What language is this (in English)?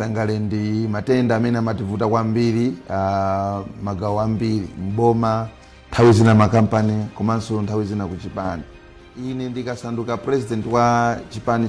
Nyanja